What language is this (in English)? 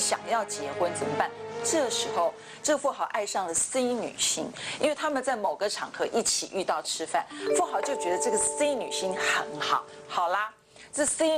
Chinese